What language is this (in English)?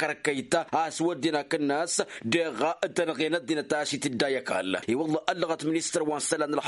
Tamasheq